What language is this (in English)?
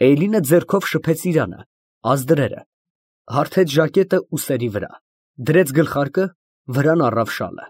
Armenian